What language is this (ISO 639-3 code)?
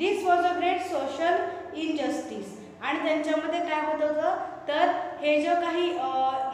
mar